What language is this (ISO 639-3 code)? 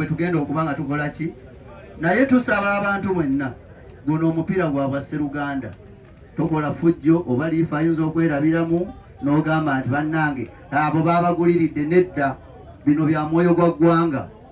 lug